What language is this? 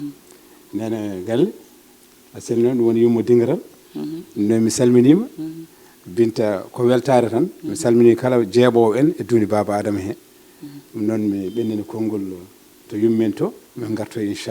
Fula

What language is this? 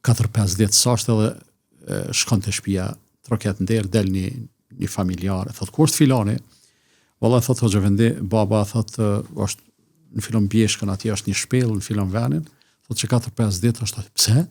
Albanian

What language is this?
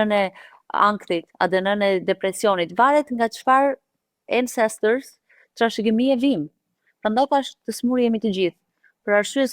Albanian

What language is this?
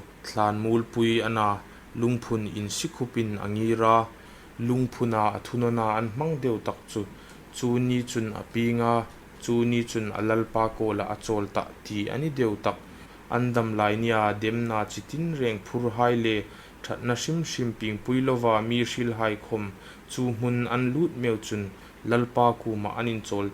Hmar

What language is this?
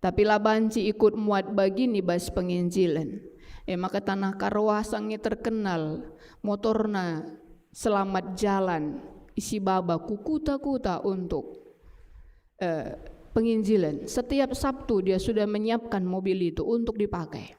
Batak Karo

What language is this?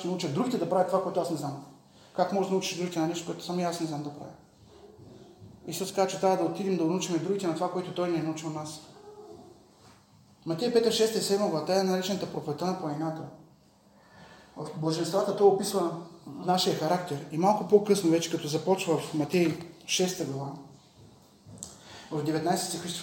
Bulgarian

